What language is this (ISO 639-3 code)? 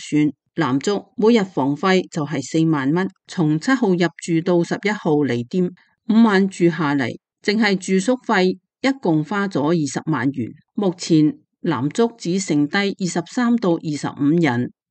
yue